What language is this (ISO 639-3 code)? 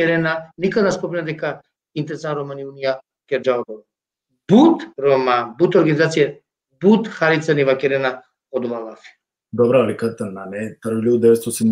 rmn